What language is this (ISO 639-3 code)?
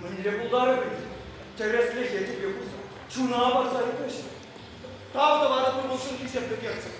chv